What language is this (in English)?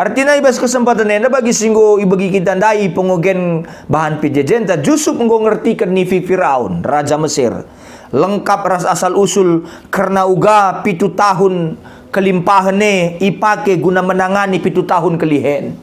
Batak Karo